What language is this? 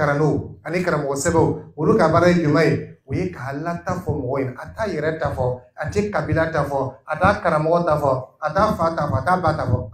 Dyula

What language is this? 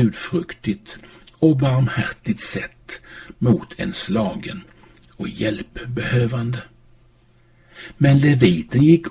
Swedish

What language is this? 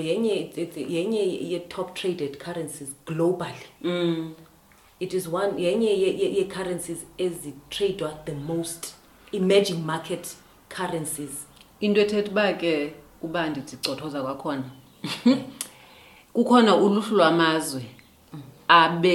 Xhosa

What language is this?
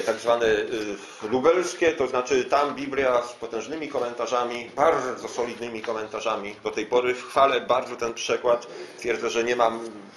Polish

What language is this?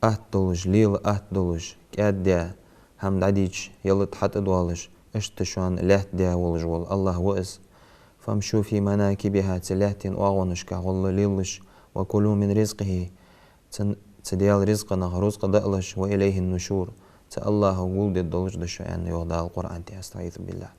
Ingush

